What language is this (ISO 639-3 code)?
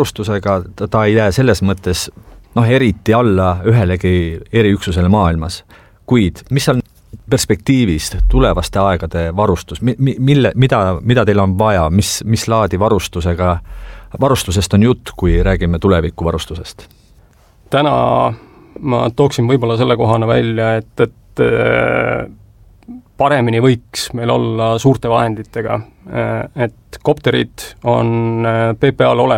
est